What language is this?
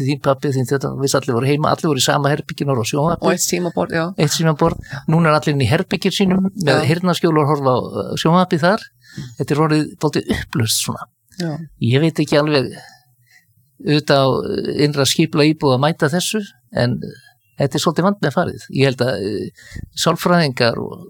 Icelandic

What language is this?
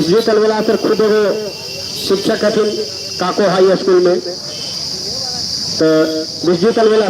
Magahi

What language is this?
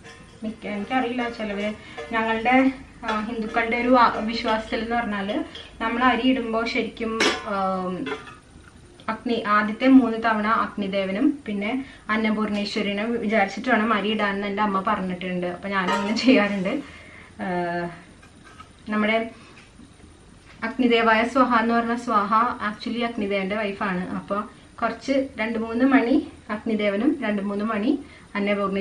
Malayalam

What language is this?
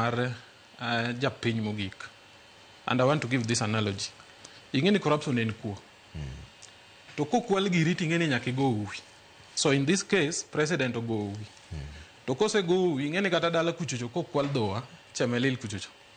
Luo (Kenya and Tanzania)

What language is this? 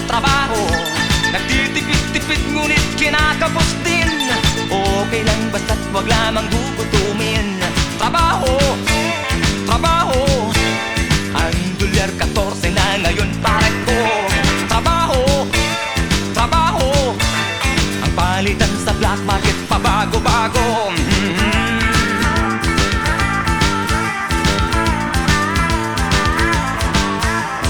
Filipino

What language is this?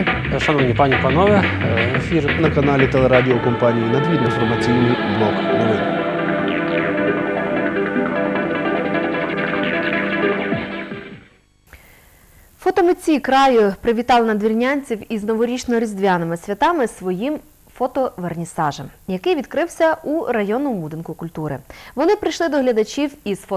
Ukrainian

